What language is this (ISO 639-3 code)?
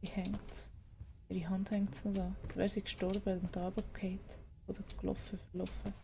gsw